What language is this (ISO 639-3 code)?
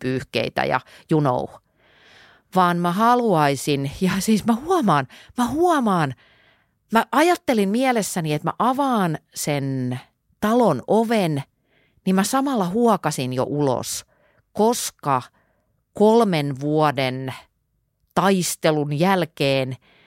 fin